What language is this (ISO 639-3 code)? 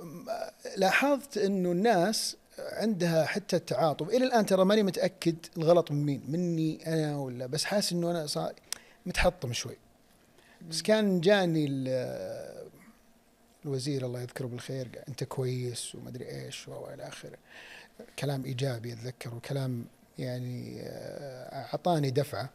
ars